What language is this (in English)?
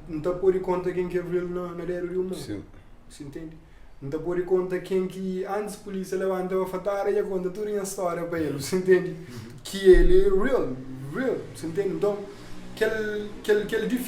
Kabuverdianu